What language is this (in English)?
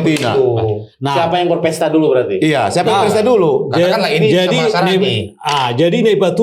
Batak Toba